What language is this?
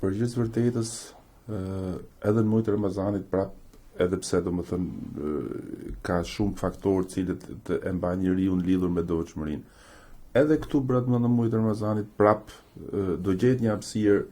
Albanian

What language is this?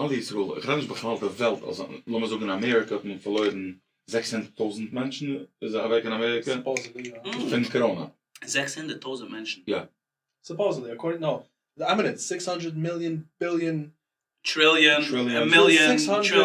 Yiddish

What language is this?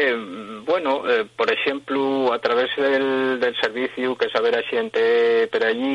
Asturian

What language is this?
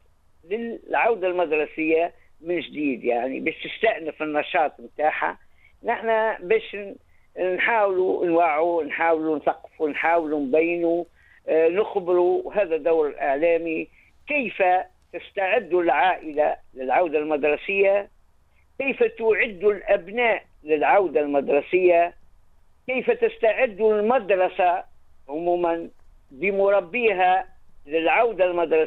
Tunisian Arabic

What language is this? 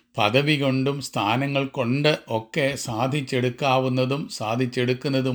Malayalam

